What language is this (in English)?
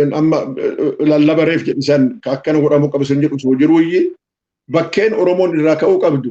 Oromo